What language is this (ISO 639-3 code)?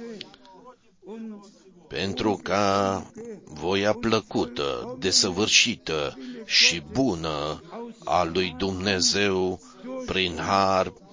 ron